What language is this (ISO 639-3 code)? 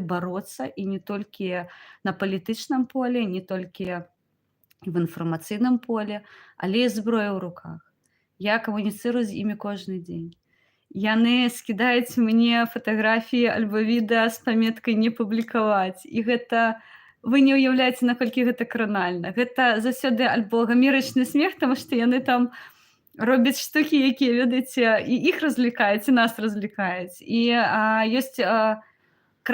bel